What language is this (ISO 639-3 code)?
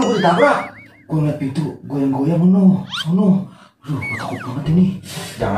bew